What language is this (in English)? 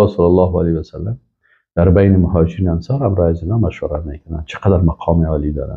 Persian